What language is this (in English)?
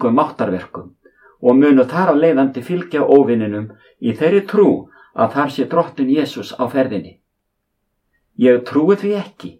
Icelandic